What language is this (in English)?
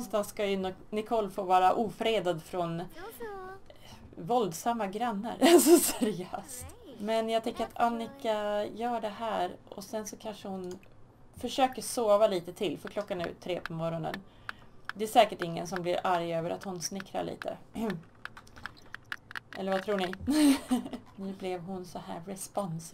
Swedish